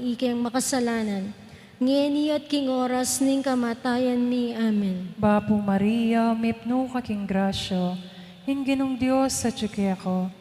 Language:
Pampanga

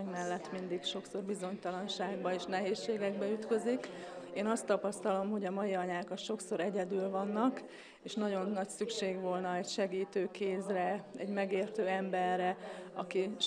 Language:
Hungarian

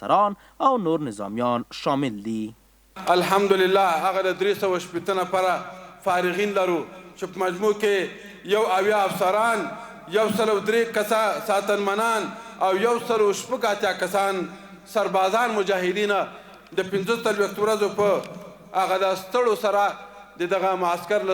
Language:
Pashto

